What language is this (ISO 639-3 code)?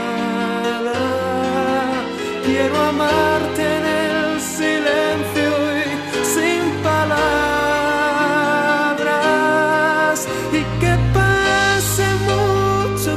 spa